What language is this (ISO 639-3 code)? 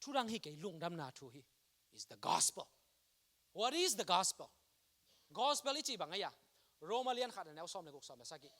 ctd